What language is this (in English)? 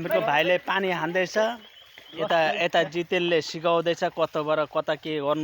Nepali